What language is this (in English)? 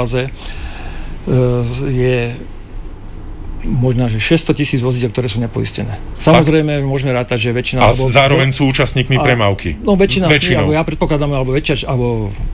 Slovak